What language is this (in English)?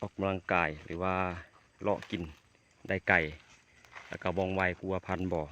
Lao